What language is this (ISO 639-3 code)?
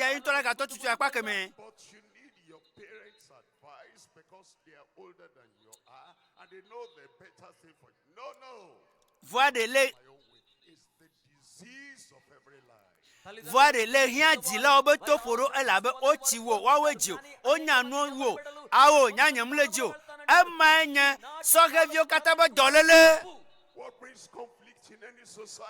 ewe